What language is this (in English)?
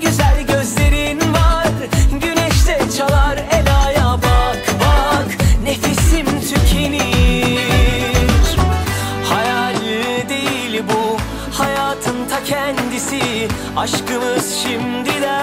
Turkish